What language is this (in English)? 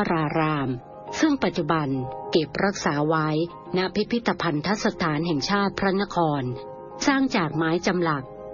Thai